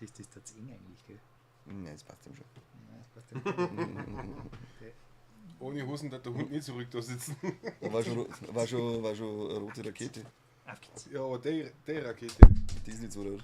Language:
Bavarian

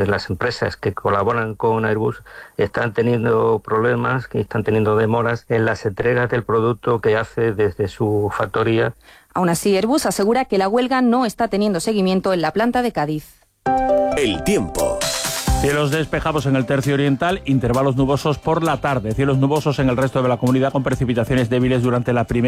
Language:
Spanish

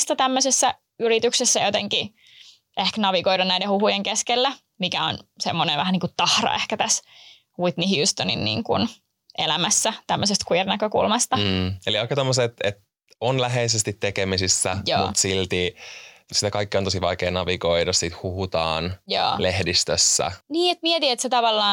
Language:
Finnish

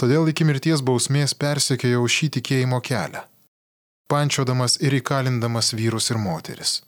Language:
Lithuanian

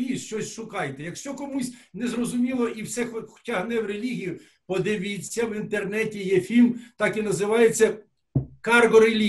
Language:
Ukrainian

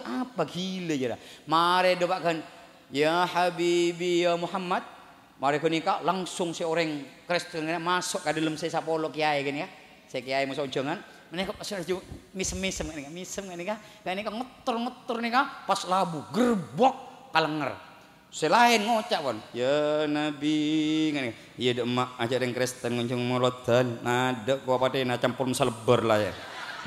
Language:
Madurese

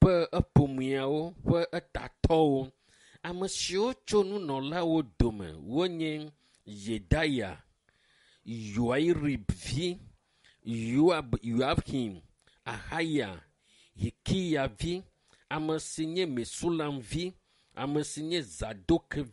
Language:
Ewe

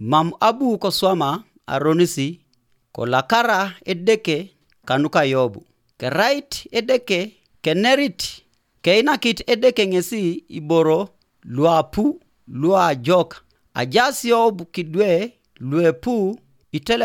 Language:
Teso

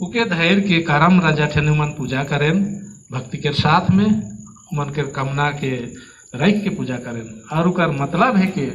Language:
Sadri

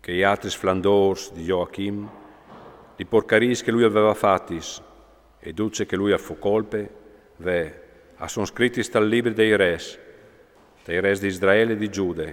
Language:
Friulian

